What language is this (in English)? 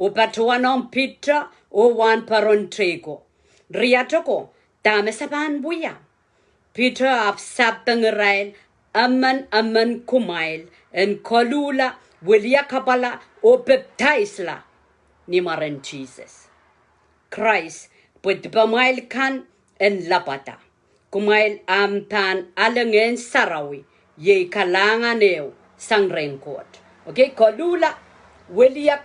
Pohnpeian